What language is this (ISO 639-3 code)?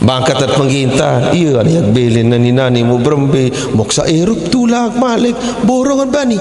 sas